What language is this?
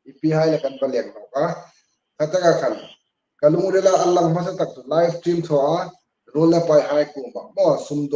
Hmar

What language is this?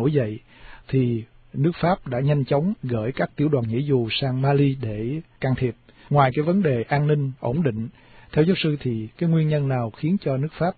Vietnamese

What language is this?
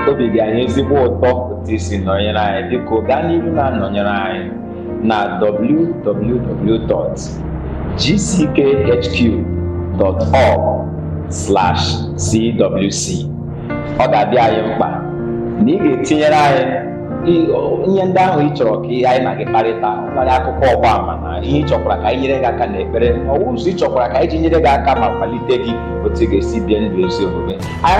Igbo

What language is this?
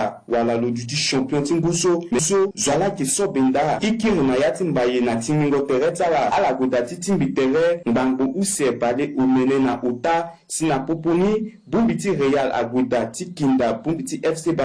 Sango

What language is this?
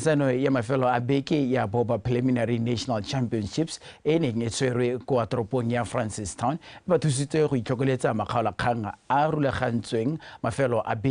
Tswana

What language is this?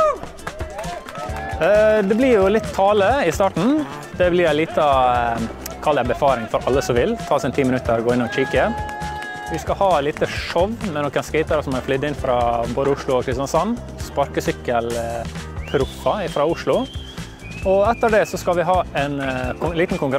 Norwegian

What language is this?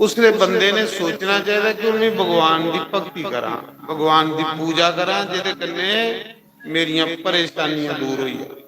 Dogri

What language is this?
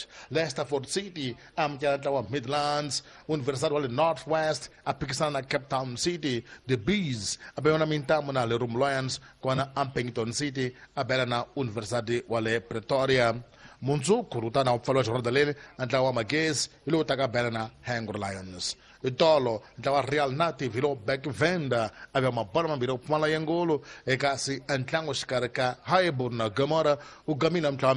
Tsonga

